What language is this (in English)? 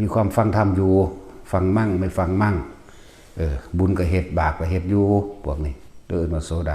Northeastern Thai